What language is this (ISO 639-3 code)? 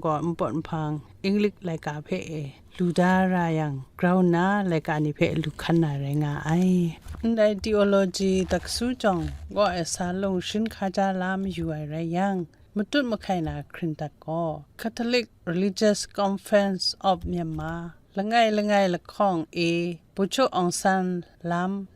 kac